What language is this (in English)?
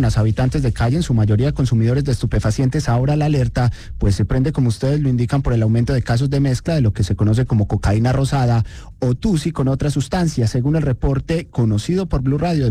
Spanish